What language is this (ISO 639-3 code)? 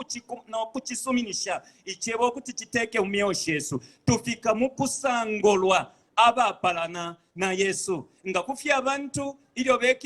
bem